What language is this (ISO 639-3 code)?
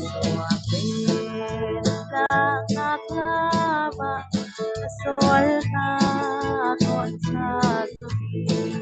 cfm